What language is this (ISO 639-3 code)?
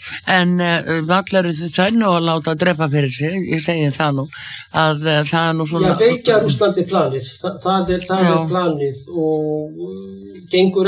isl